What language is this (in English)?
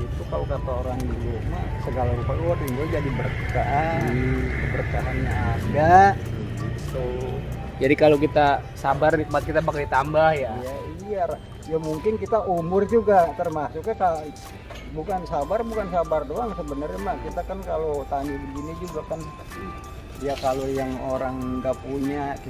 Betawi